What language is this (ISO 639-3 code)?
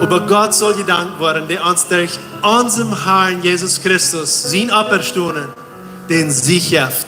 pdt